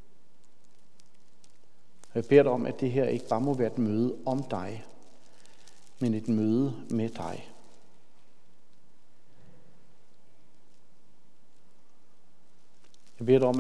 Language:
Danish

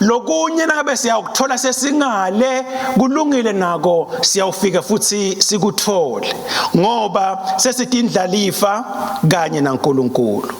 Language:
Swati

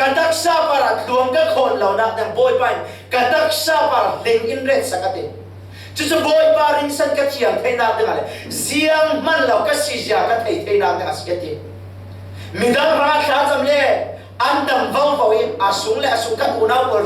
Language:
Falam Chin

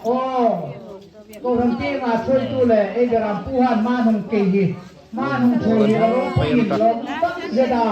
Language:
Hmar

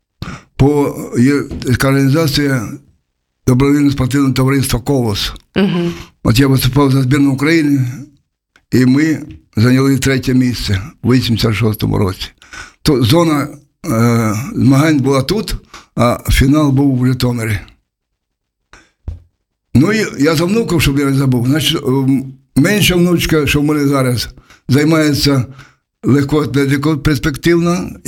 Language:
Ukrainian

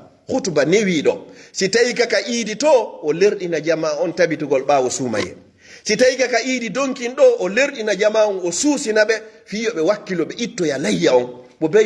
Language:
Fula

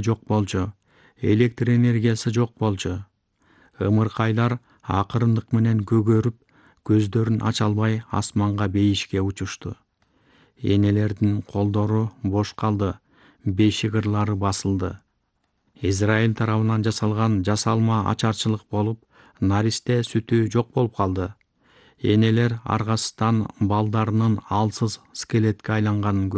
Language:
Kyrgyz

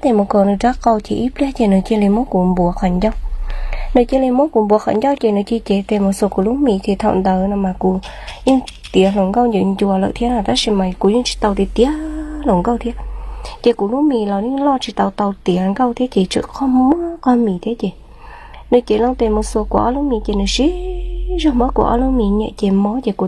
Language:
Hmong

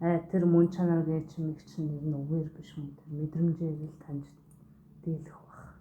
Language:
Mongolian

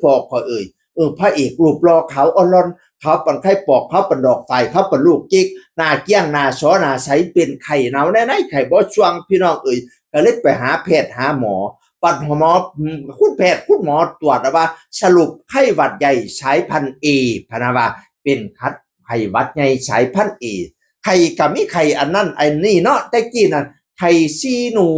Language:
Northeastern Thai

